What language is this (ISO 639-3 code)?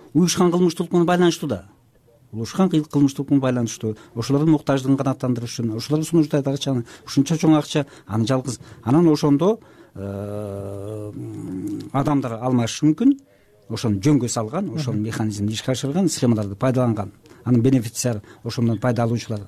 kir